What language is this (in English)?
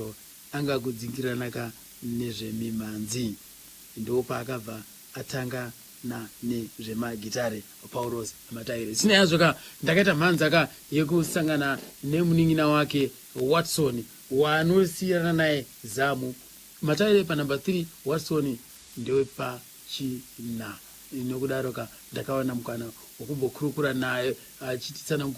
Shona